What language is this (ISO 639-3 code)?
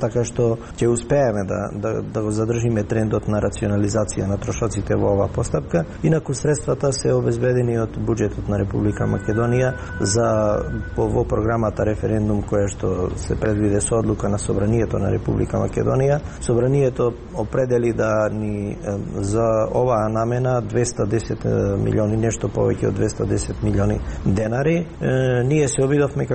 mkd